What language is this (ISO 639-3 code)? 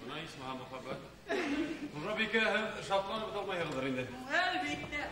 bak